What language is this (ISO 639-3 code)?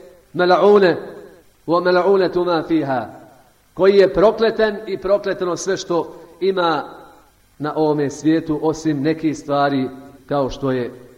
bos